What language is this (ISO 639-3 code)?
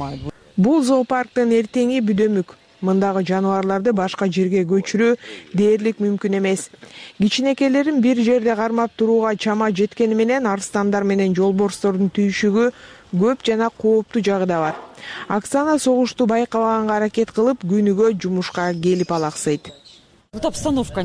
kir